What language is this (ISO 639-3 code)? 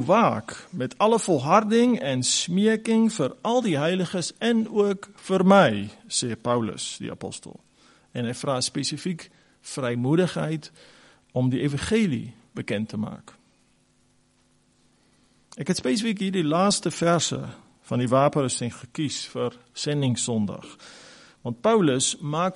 afr